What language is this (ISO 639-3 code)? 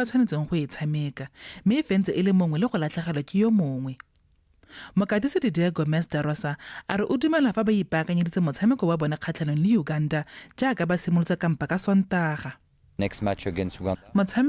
tsn